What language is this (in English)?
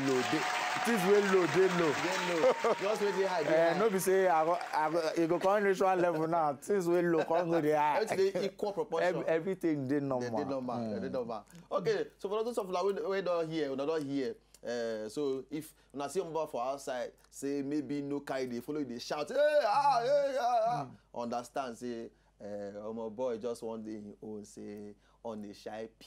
Nigerian Pidgin